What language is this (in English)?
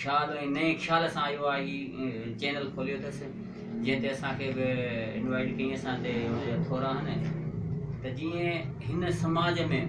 Sindhi